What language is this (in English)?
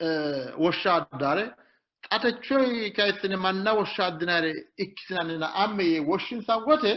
Sidamo